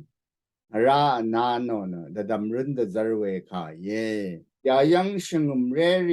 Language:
Rawang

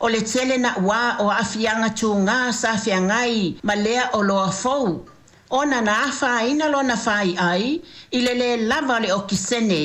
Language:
Samoan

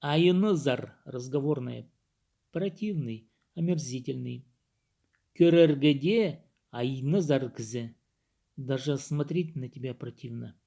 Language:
Khakas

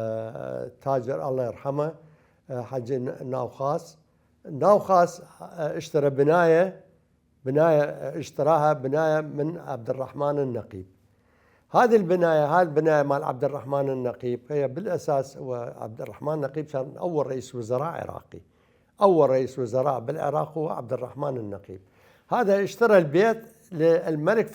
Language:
Mesopotamian Arabic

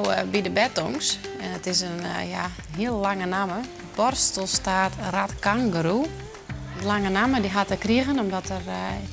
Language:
Western Frisian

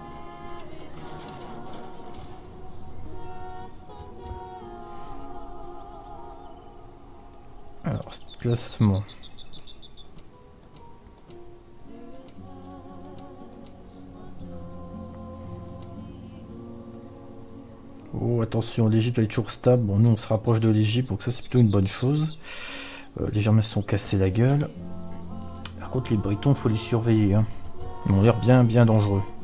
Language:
French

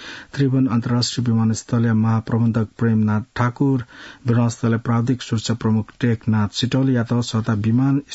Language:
Newari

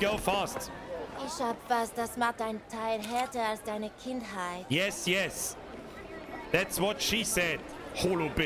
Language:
Bavarian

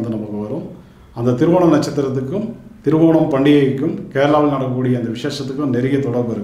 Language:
Tamil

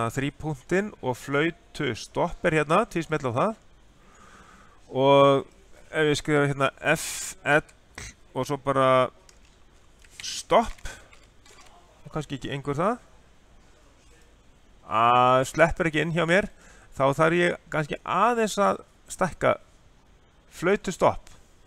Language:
Icelandic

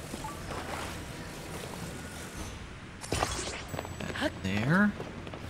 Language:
English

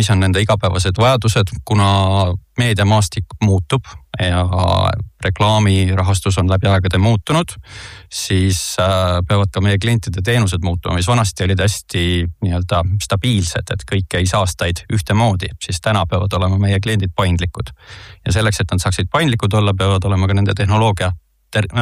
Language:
Estonian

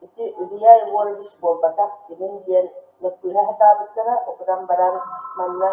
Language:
Yakut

